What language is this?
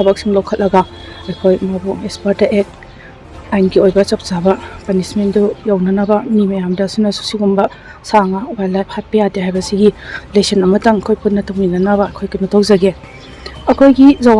Manipuri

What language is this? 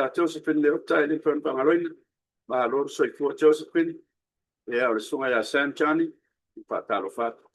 Samoan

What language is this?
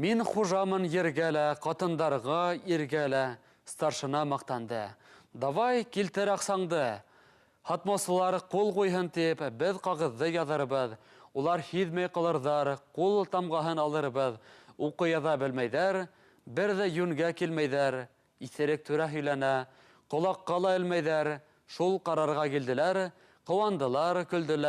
Bashkir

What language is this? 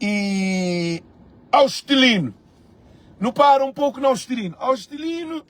Kabuverdianu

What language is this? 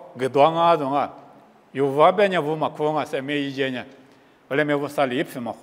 Lisu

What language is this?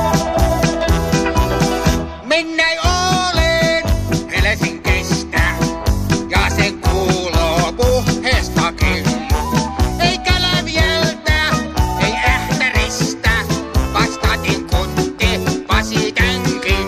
Finnish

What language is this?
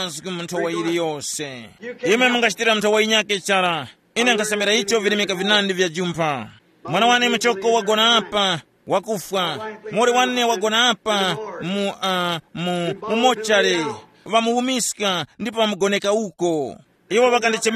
Tumbuka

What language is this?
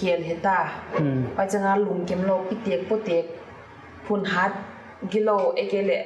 Paite Chin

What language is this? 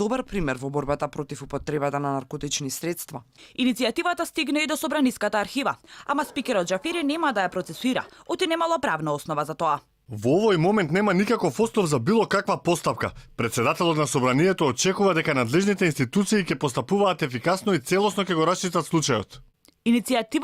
Macedonian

